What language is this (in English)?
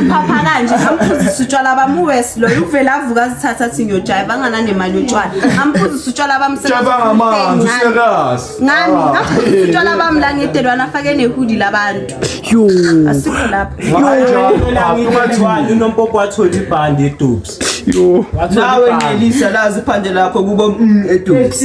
Zulu